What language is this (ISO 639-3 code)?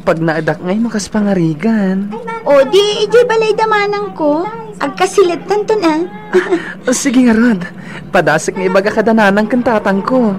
ilo